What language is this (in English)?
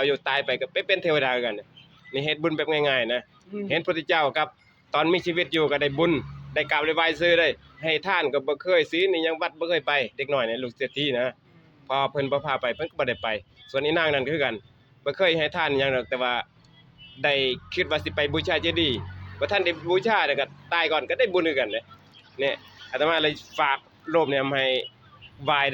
Northeastern Thai